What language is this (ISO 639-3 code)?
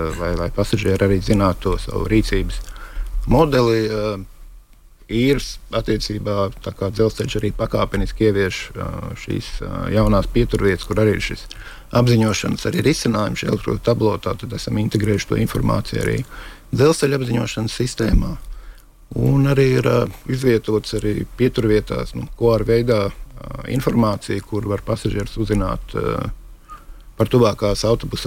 lav